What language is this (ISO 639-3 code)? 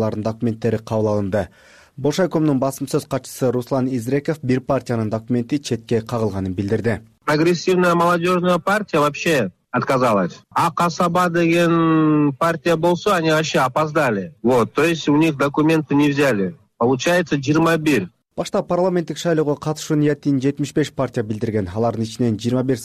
kir